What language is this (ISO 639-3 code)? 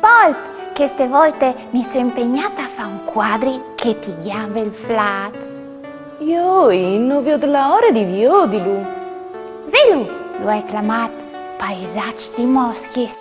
fur